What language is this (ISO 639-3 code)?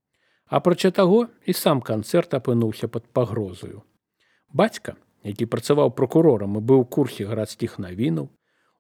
bel